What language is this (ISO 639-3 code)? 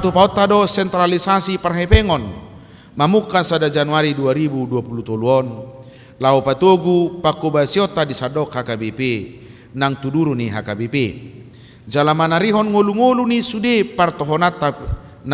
bbc